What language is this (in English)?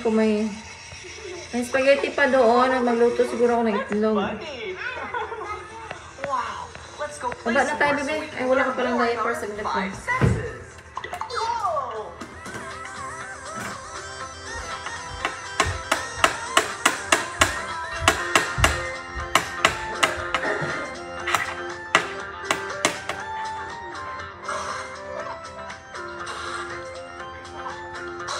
Filipino